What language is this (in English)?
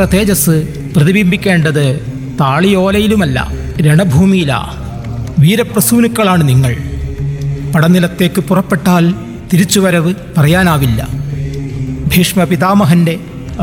Malayalam